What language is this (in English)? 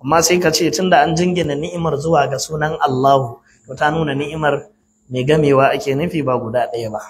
Hausa